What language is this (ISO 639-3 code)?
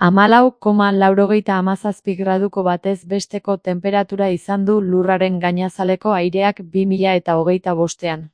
eus